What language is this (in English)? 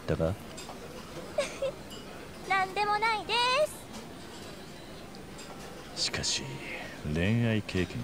Japanese